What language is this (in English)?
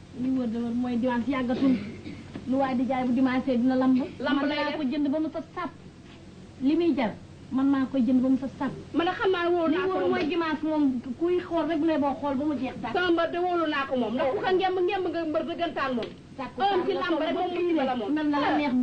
Wolof